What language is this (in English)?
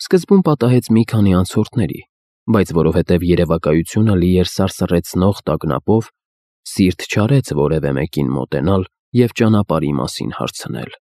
Armenian